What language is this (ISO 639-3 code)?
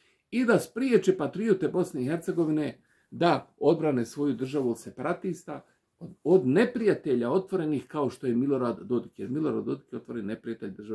bos